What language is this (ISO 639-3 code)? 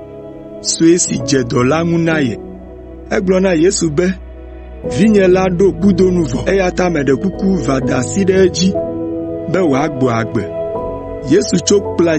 ewe